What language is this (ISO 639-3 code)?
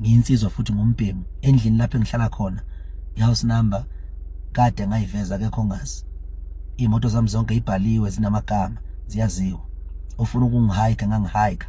zul